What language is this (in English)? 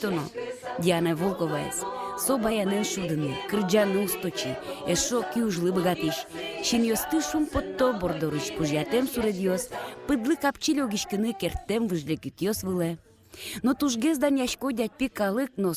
Udmurt